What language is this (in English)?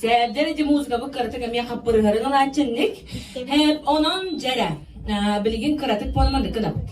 Yakut